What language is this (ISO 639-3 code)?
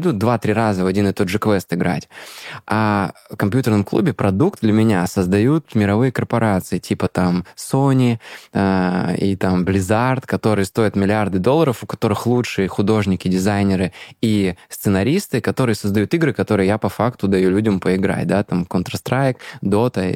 rus